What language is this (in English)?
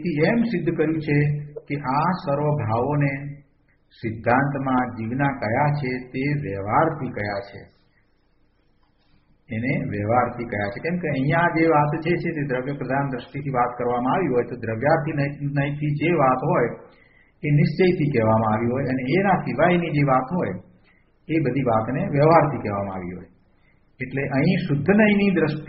Gujarati